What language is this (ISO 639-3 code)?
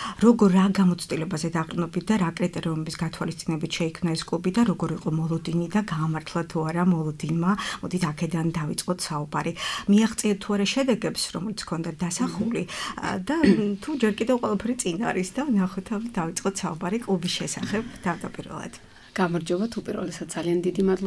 kat